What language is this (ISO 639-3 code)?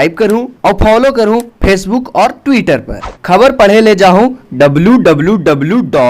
mag